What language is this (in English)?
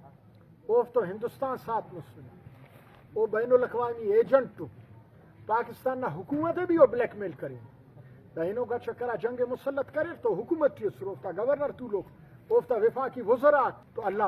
Brahui